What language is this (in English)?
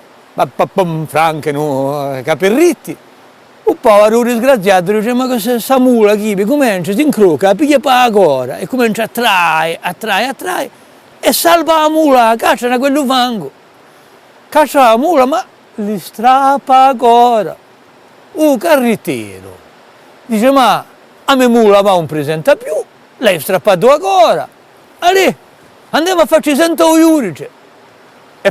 Corsican